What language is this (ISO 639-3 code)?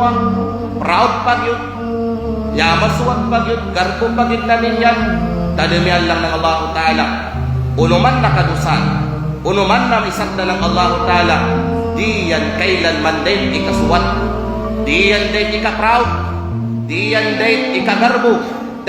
kqe